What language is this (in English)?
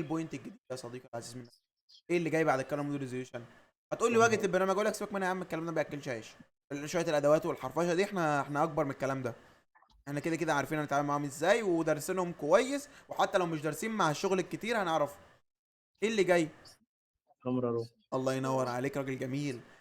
Egyptian Arabic